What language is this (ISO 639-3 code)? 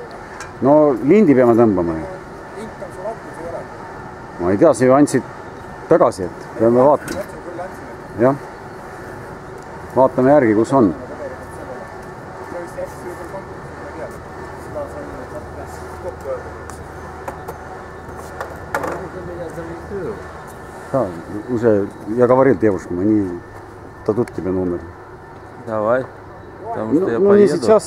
est